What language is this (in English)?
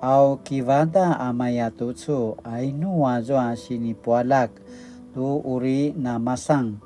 Paiwan